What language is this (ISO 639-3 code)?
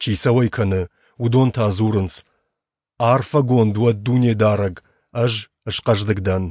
oss